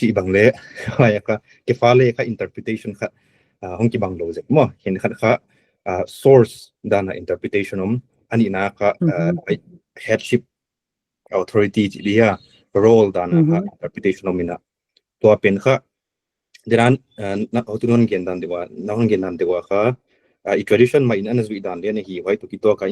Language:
Paite Chin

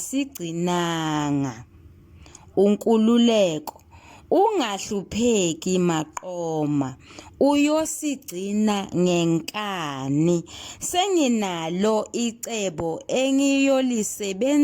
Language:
Zulu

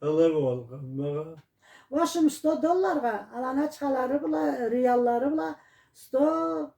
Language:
Karachay-Balkar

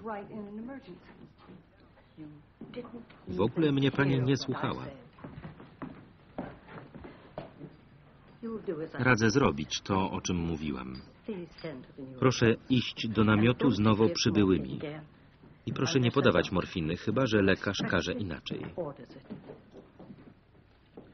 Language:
Polish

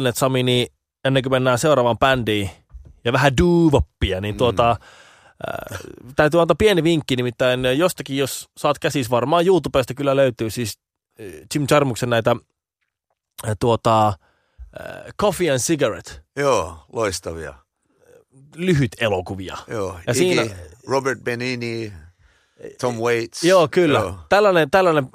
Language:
Finnish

